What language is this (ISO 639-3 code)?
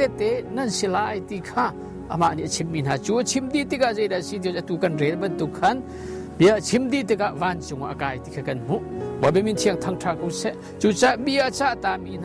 cnh